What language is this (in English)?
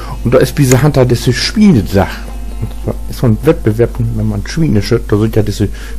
Low German